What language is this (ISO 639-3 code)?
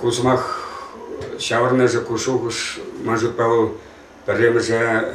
chv